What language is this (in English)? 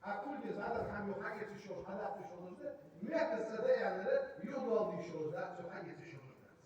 Ingush